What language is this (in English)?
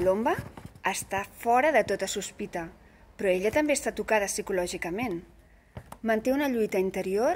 Catalan